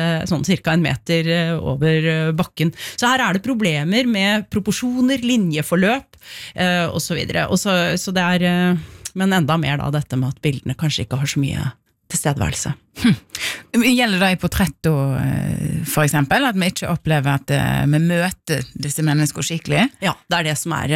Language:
Norwegian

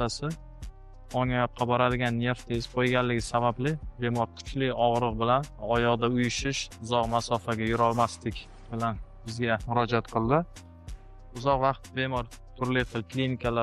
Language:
Uzbek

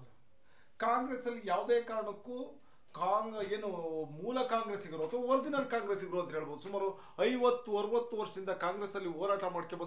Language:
Kannada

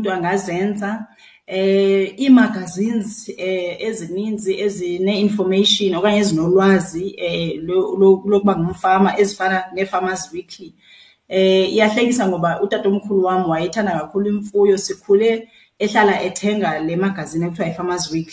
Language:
Xhosa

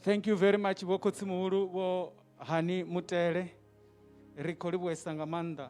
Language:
Venda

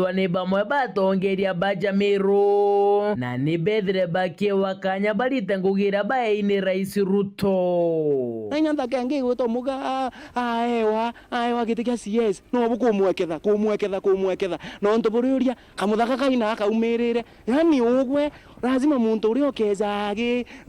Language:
Meru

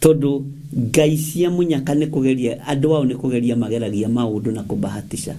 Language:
Kikuyu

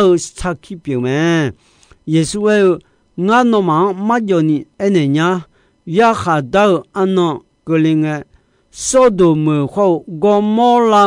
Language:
Akha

